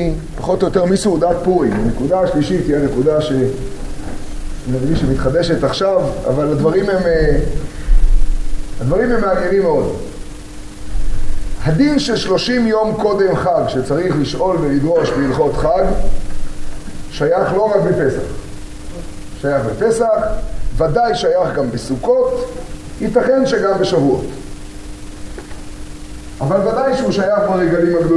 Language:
Hebrew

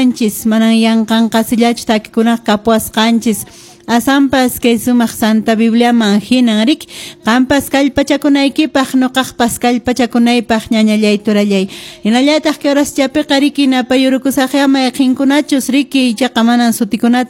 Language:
Quechua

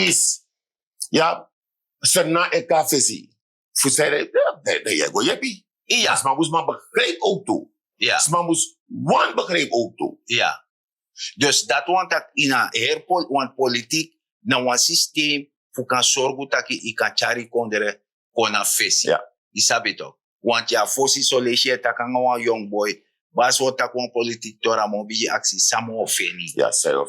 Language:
Sranan Tongo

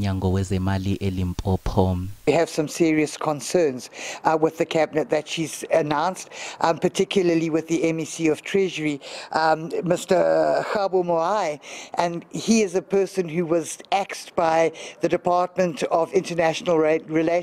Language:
Zulu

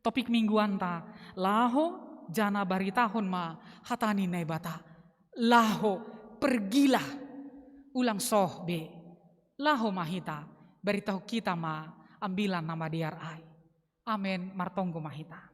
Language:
Batak Simalungun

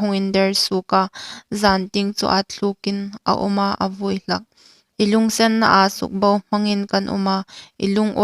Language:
Hmar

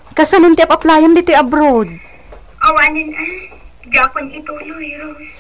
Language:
Iloko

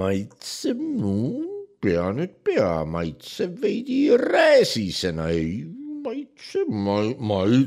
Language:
Estonian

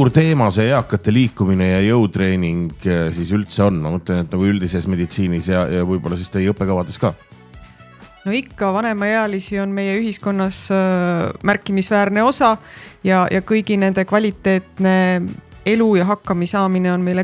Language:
Estonian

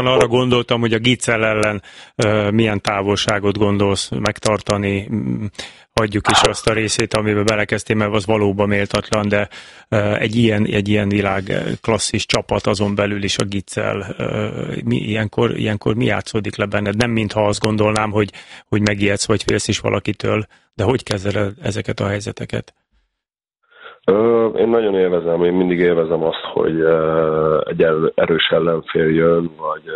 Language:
Hungarian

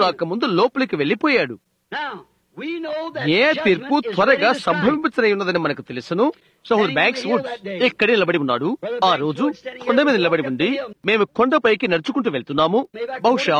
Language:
Telugu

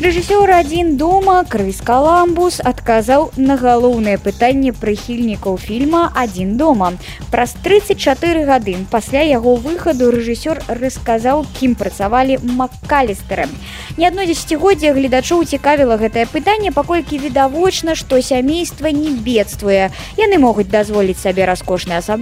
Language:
Belarusian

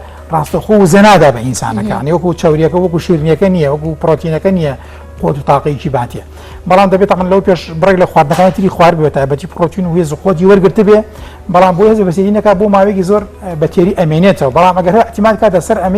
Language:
Central Kurdish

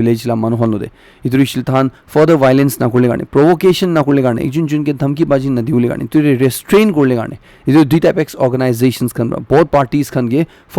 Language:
Naga Pidgin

